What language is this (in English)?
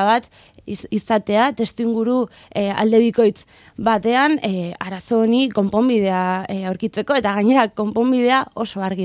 Basque